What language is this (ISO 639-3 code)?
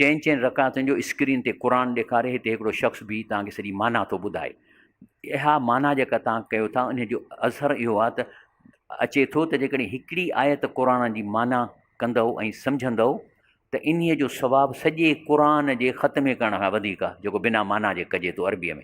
snd